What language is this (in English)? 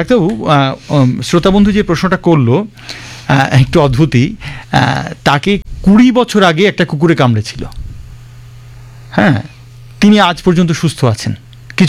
Bangla